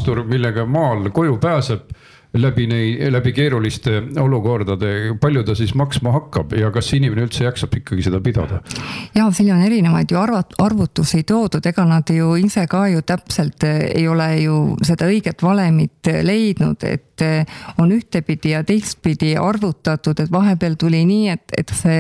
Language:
Estonian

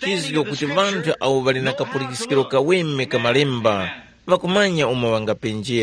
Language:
Tumbuka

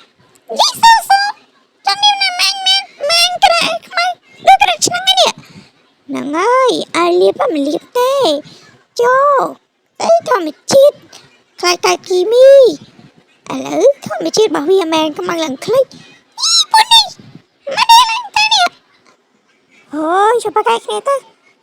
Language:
Khmer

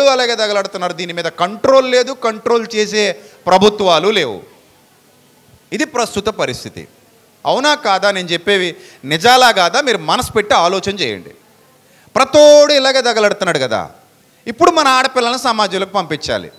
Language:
Telugu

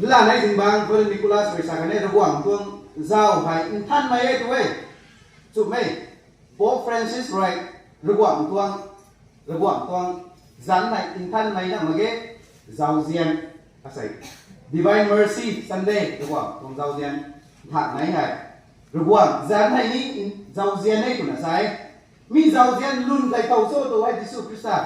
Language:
Rongmei Naga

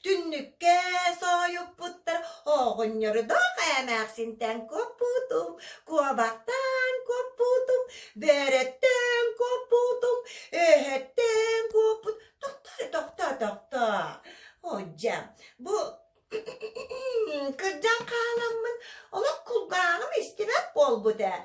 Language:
Yakut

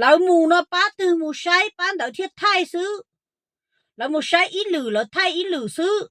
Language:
Hmong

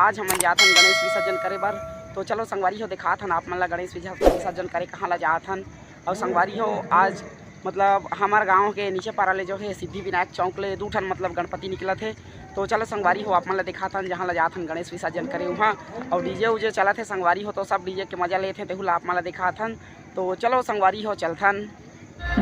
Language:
Chhattisgarhi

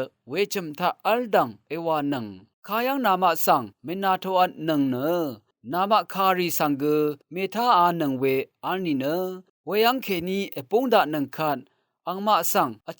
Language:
Rawang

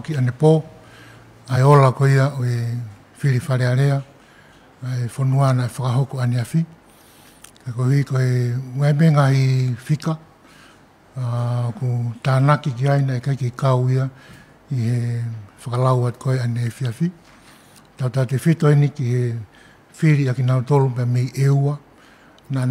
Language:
Tongan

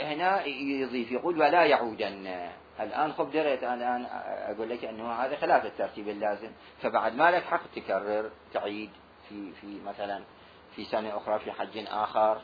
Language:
Mesopotamian Arabic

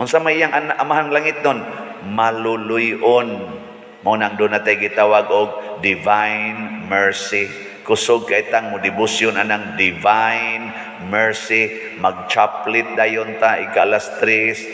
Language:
Cebuano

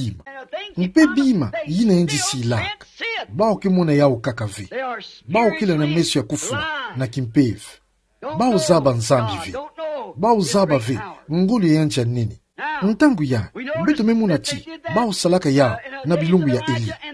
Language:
Kituba (Democratic Republic of Congo)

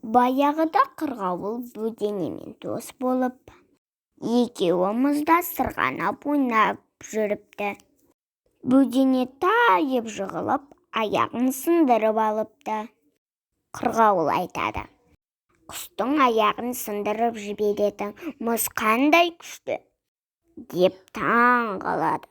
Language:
Kazakh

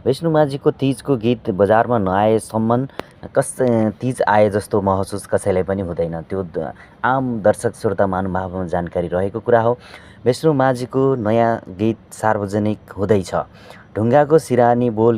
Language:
Nepali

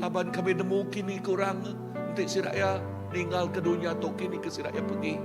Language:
Iban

